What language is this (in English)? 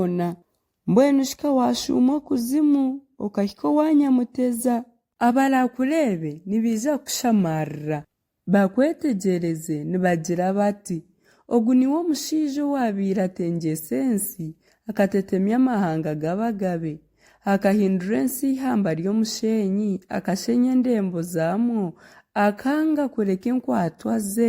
Nyankole